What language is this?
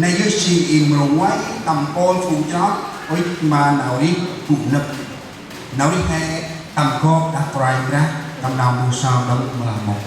Central Mnong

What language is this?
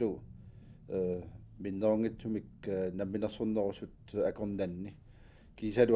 Kalaallisut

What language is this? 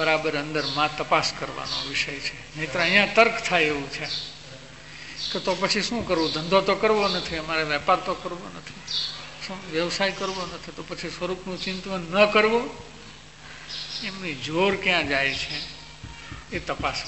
Gujarati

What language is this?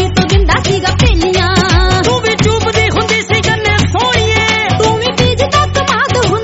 Punjabi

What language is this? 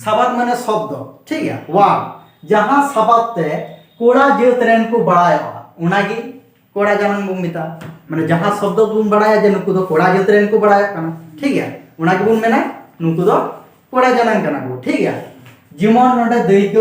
Santali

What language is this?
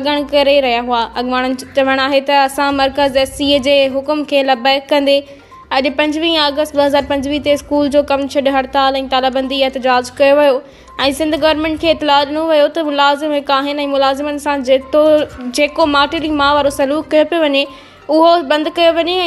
Sindhi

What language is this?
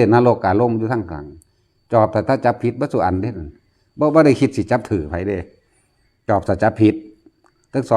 Northeastern Thai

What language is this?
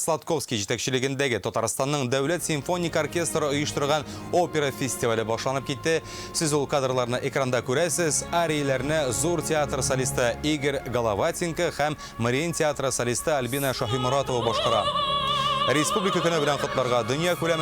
Tatar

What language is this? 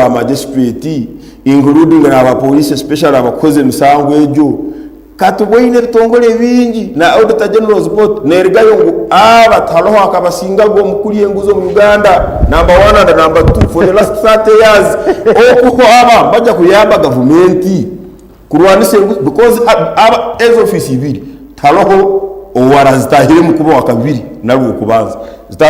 Nyankole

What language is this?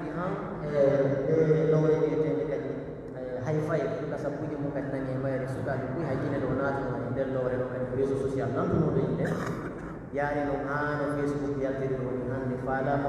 Pular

